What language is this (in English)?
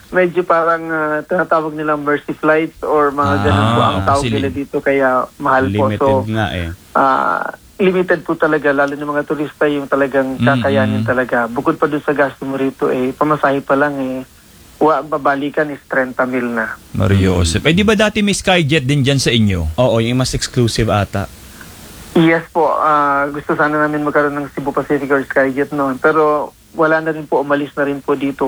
Filipino